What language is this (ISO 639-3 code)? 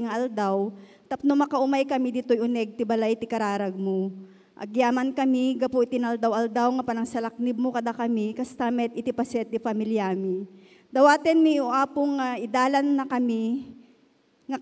ilo